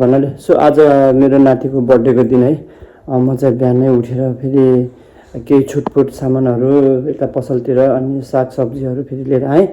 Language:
Nepali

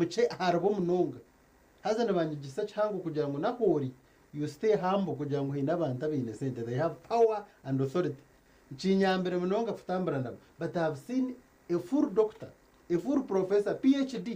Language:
Nyankole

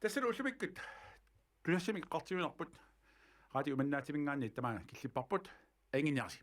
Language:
Kalaallisut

